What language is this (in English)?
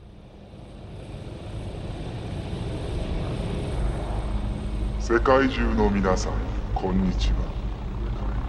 Japanese